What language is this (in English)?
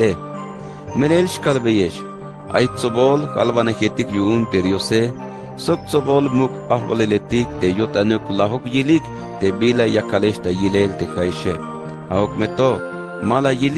Tzeltal